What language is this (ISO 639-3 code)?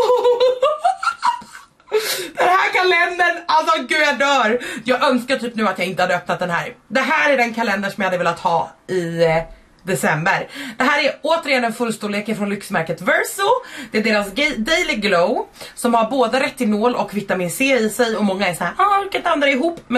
swe